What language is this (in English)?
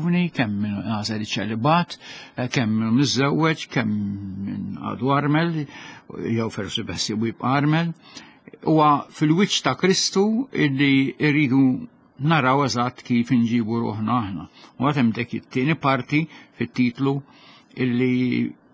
Maltese